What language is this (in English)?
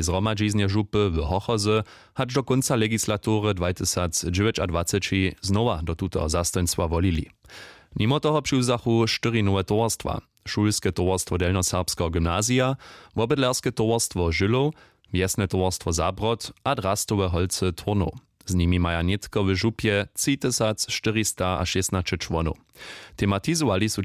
Upper Sorbian